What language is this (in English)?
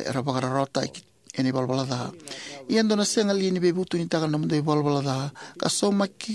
Fijian